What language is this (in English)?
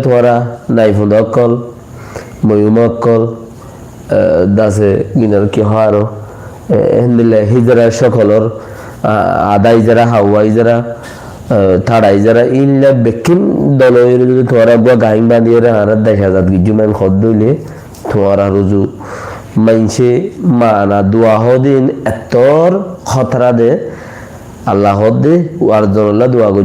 Rohingya